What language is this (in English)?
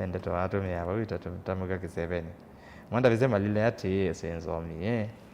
Kamba